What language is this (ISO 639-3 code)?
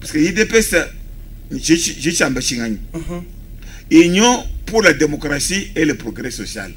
lua